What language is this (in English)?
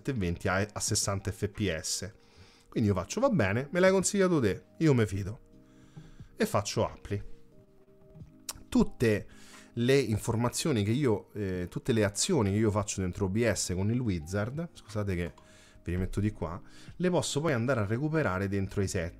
Italian